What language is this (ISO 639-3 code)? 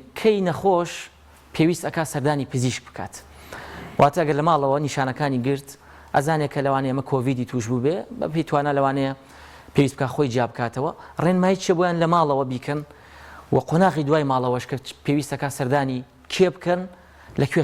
ckb